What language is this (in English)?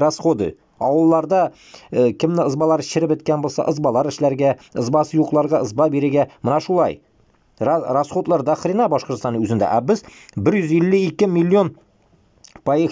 Bashkir